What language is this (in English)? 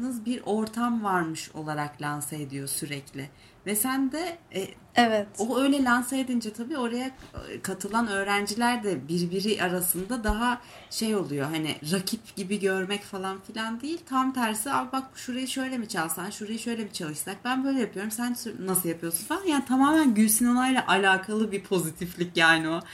Turkish